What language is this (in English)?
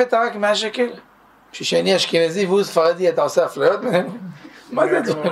Hebrew